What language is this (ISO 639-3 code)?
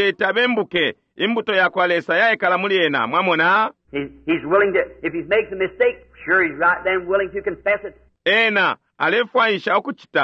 bem